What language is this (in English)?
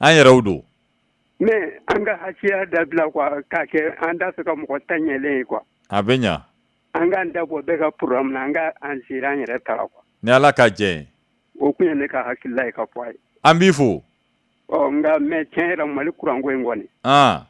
Bambara